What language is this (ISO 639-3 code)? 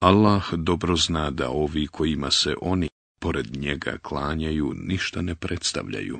bos